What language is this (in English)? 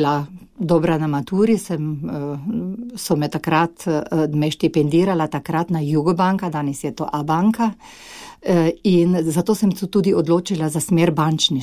Slovenian